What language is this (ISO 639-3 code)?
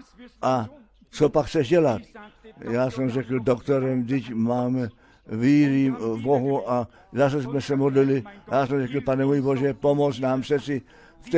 ces